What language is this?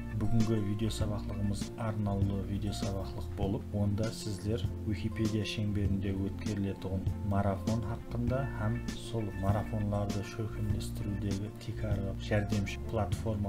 Kara-Kalpak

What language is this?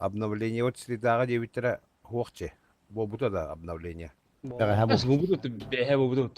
Yakut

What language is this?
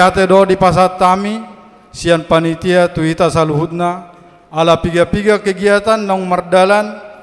Batak Toba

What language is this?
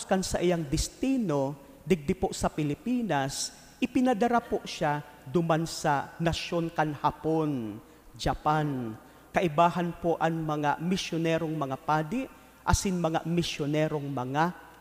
Bikol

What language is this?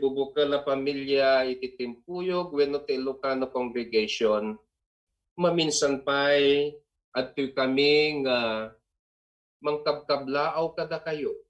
Iloko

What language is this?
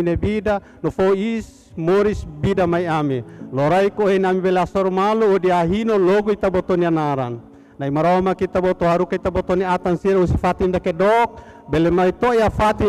Tetum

